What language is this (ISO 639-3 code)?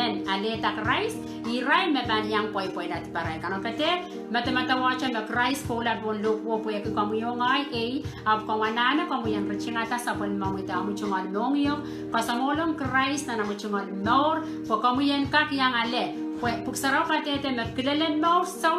pon